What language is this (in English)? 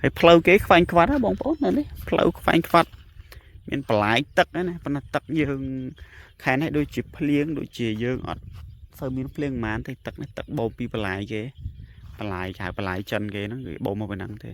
Khmer